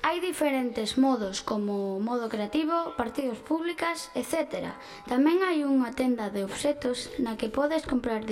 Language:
Galician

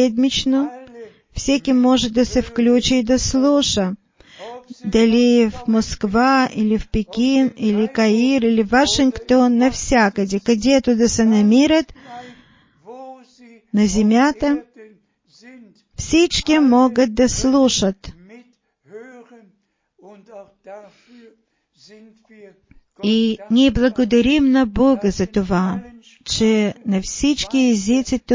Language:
Bulgarian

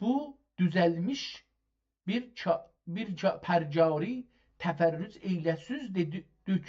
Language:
South Azerbaijani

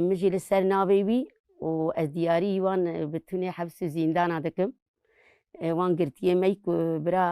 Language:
Kurdish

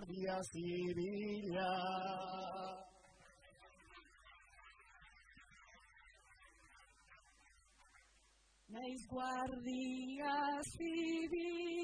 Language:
Basque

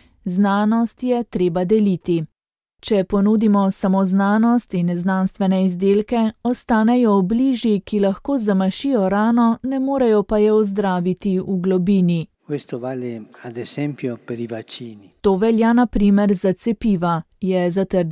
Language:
Slovenian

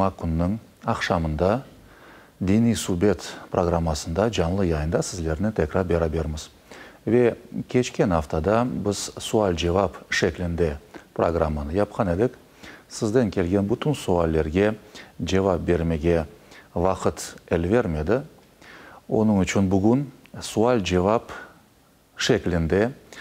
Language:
Crimean Tatar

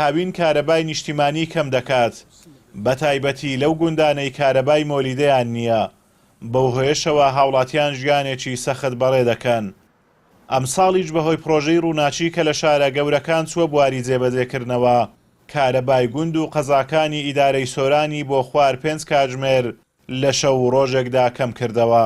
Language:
Central Kurdish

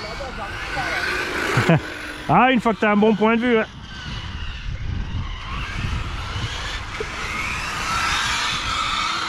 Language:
French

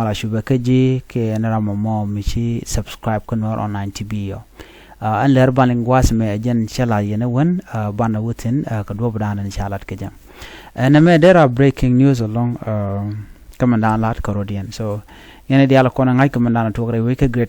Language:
Nuer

